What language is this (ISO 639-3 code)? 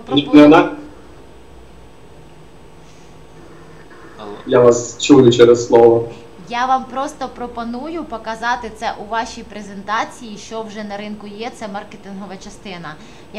ukr